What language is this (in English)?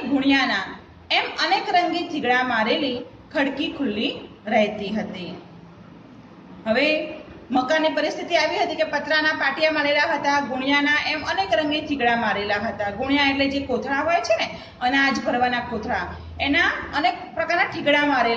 Gujarati